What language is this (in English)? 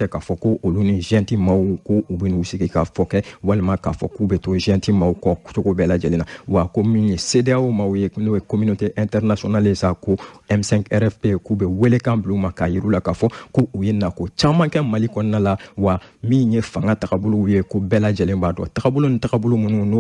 Bambara